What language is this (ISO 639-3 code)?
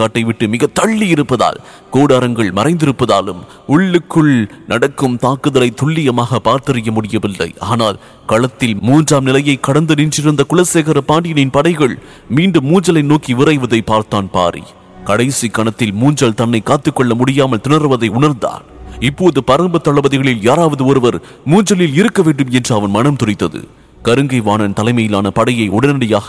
tam